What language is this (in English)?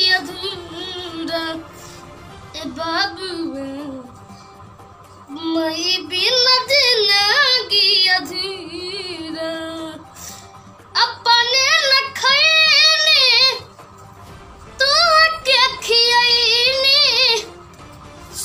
Bhojpuri